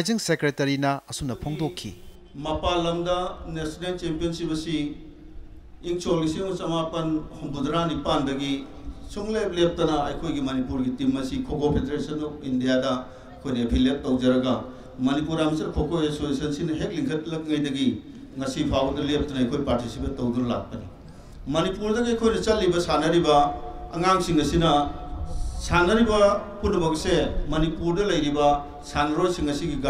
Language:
Manipuri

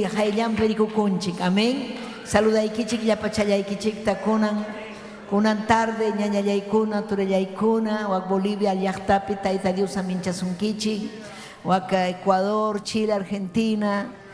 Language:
Ayacucho Quechua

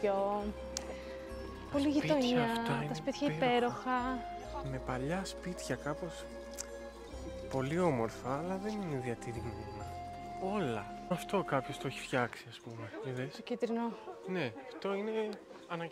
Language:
Greek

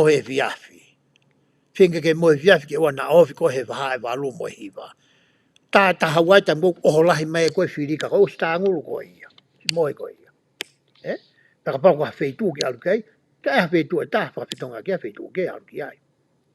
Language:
Tongan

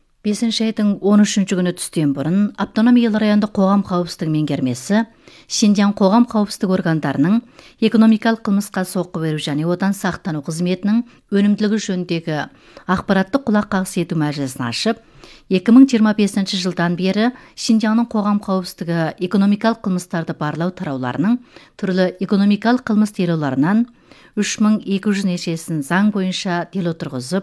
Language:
Kazakh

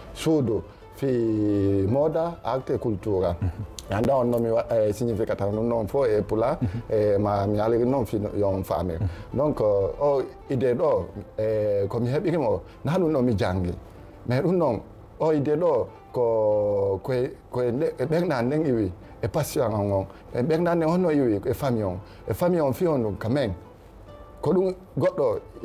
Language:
Fula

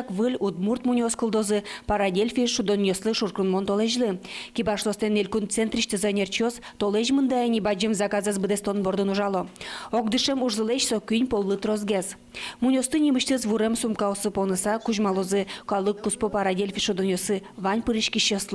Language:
Udmurt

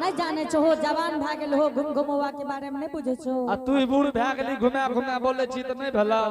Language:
Angika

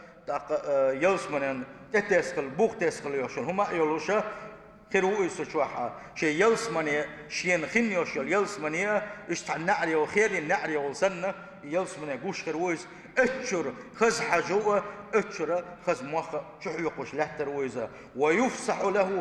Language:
Chechen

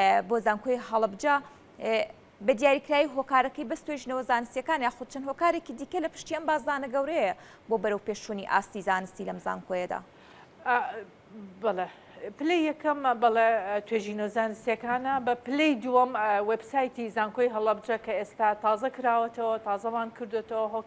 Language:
Central Kurdish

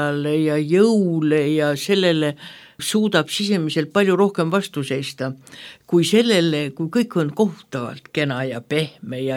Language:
Estonian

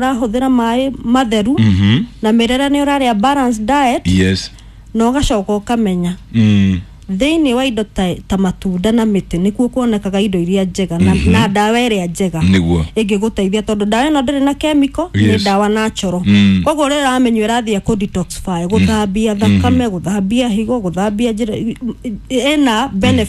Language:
Kikuyu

